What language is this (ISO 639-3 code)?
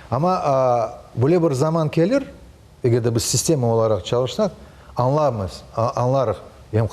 crh